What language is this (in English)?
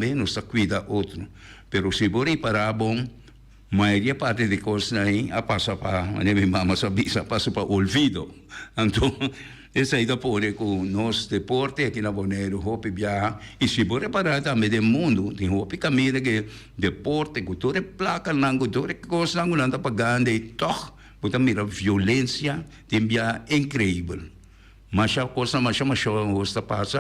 Papiamento